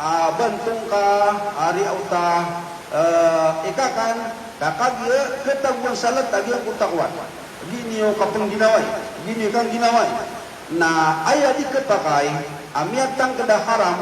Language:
Maranao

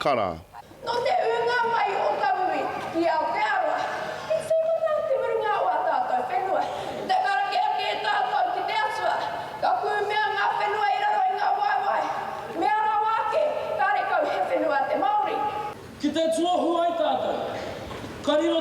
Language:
Māori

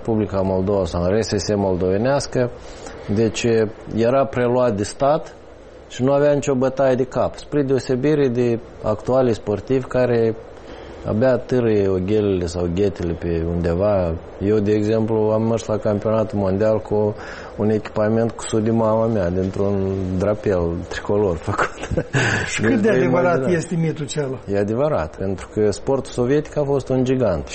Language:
Romanian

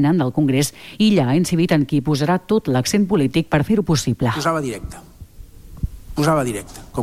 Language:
Catalan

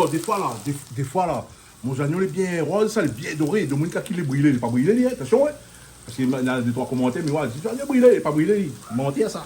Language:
Réunion Creole French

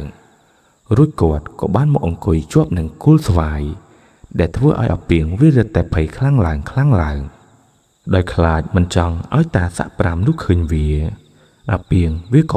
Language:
Khmer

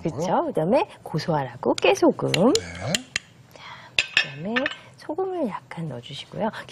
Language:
Korean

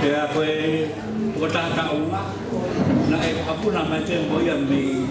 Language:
Tongan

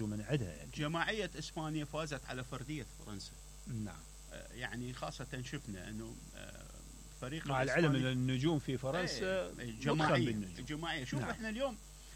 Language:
Mesopotamian Arabic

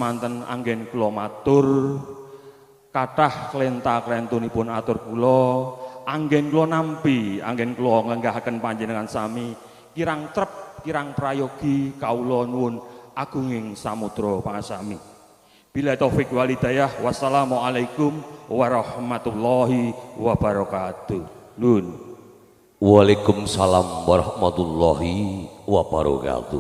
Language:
Javanese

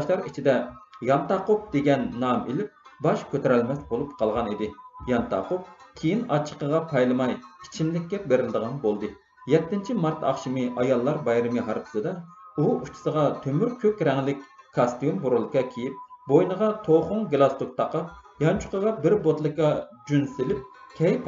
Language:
Uyghur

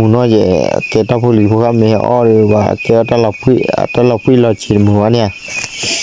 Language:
S'gaw Karen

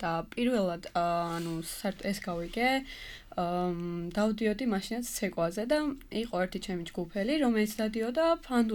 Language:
Georgian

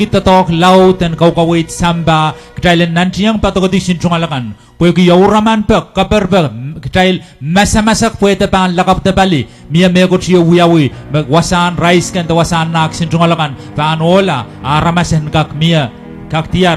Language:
Pohnpeian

